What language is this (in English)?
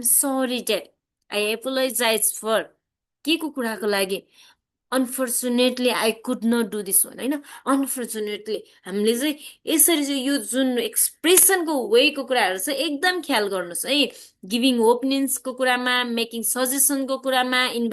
Nepali